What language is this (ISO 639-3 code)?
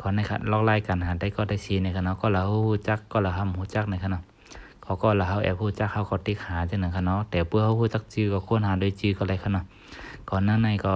shn